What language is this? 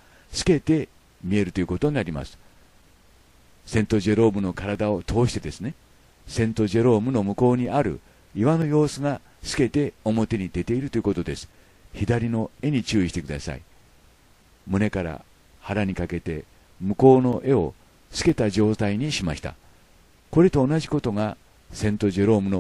Japanese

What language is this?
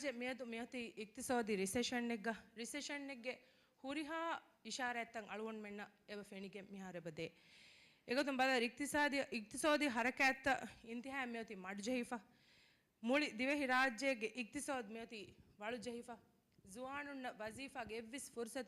Divehi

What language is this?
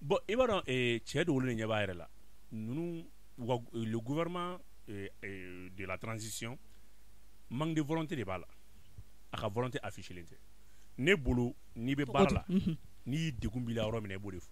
Bambara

